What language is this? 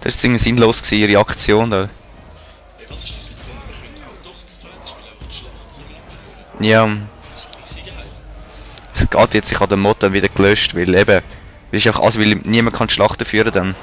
Swiss German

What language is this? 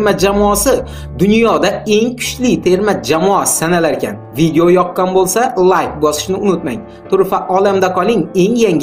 Uzbek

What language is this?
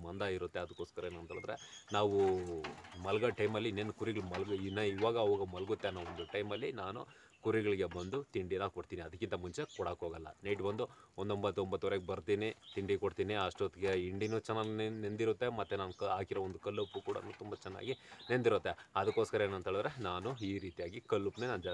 Kannada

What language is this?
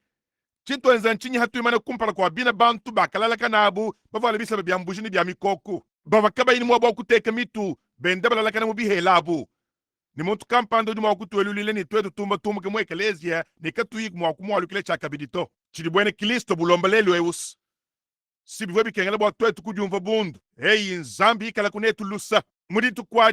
Luba-Lulua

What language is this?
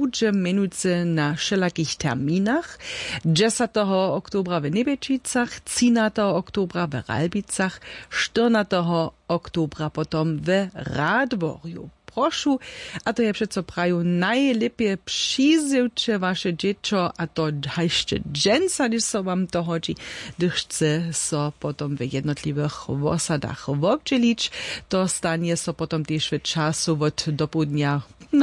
Upper Sorbian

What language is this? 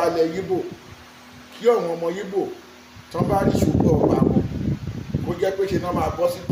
Yoruba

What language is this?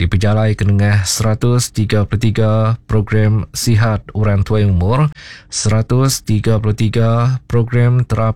Iban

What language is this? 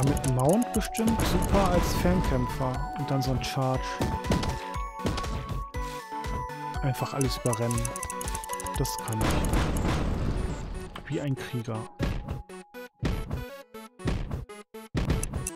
German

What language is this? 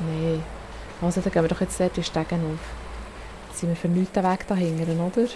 Swiss German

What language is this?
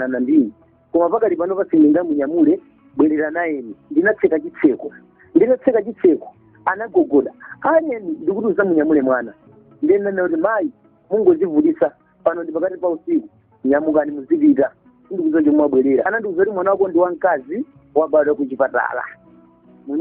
Nyanja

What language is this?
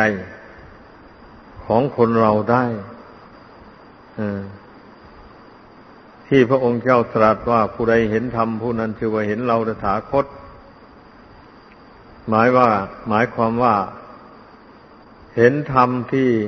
Thai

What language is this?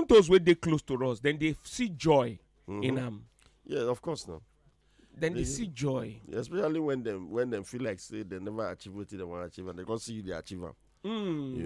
Nigerian Pidgin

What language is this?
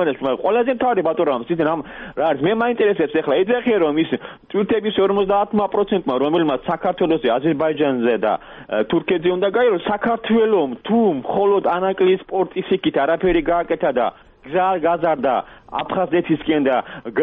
Georgian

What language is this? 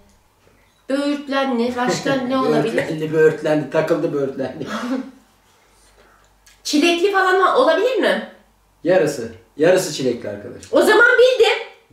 Turkish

